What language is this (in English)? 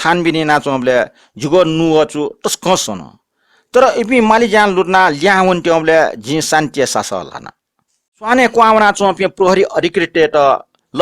Newari